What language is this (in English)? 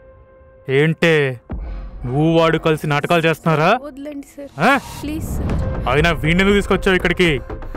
Telugu